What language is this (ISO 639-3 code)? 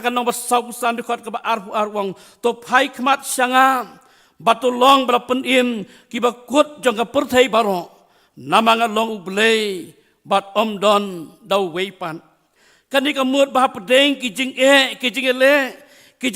kha